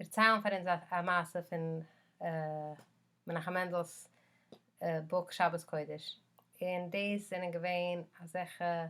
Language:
Yiddish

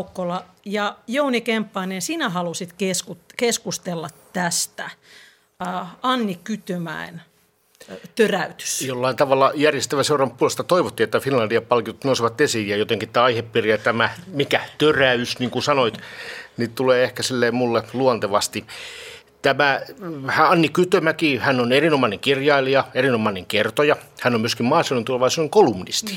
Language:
Finnish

